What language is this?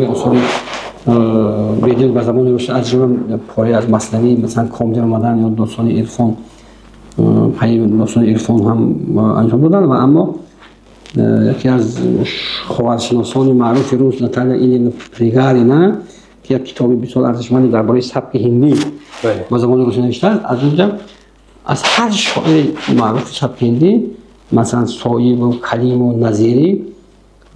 Tajik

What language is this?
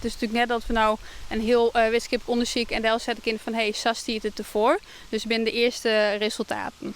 Western Frisian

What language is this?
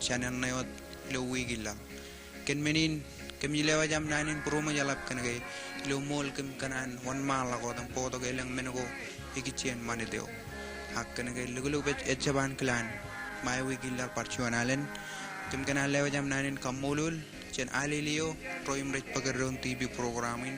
Marshallese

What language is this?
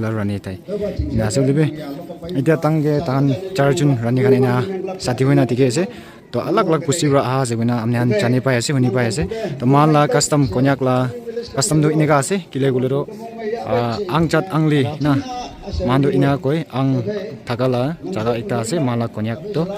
Naga Pidgin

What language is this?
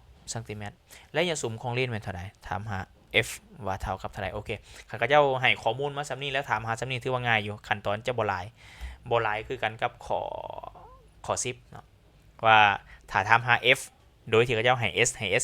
Lao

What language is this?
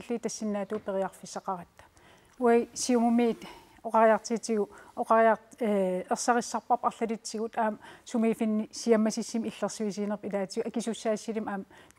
Kalaallisut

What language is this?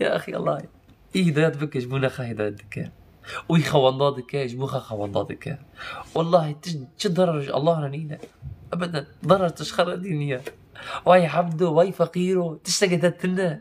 Kurdish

